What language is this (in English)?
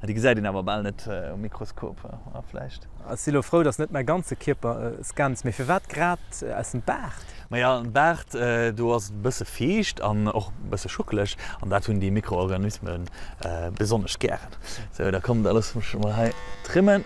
Luxembourgish